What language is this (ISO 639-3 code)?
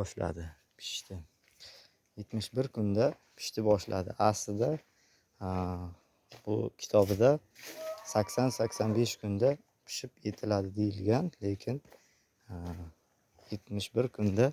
uzb